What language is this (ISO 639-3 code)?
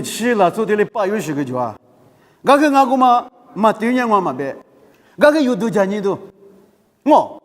lis